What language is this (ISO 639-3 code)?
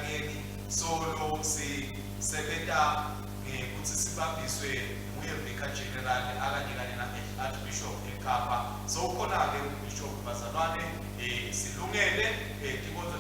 ssw